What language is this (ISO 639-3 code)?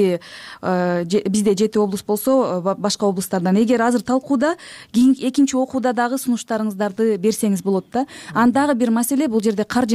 kir